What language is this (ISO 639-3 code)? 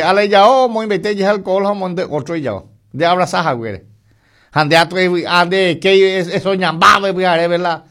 grn